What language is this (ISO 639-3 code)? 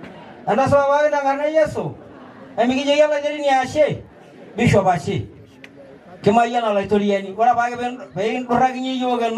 mas